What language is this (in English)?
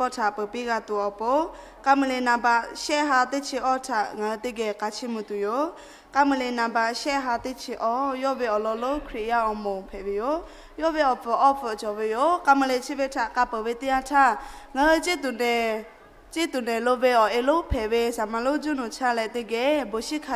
Lahu